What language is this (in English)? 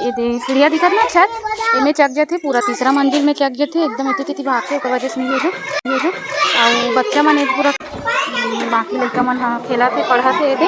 Chhattisgarhi